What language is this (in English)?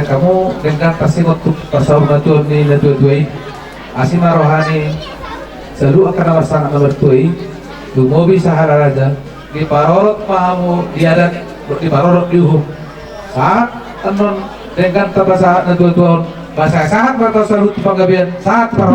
Batak Toba